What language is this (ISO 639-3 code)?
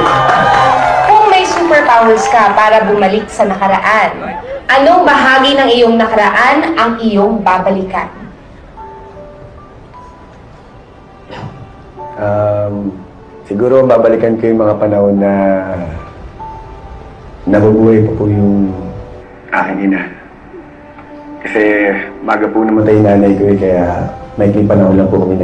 fil